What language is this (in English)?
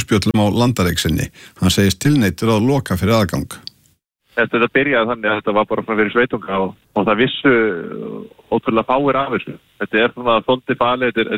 Icelandic